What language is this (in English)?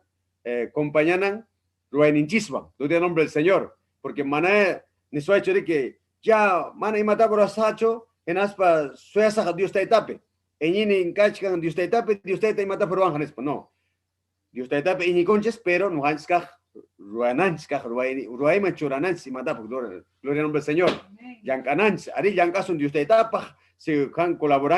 Ayacucho Quechua